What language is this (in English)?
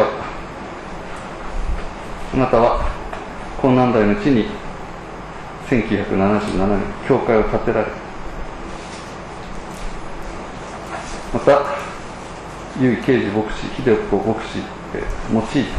Japanese